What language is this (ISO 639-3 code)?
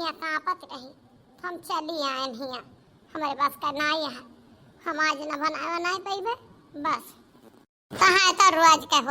awa